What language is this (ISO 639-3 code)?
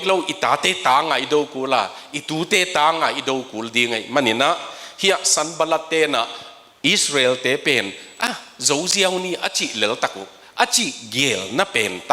ctd